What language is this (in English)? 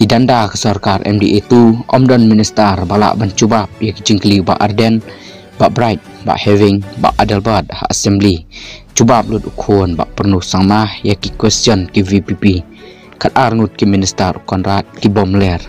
Khasi